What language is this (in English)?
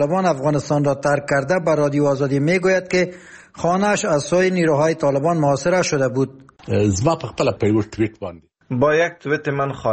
Persian